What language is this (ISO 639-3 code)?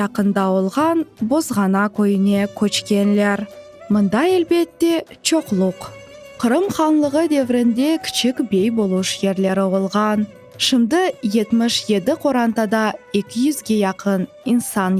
crh